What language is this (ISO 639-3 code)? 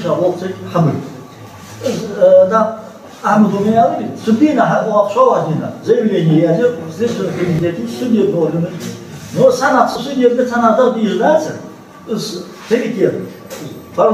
inh